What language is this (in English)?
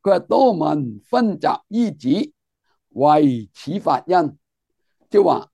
Cantonese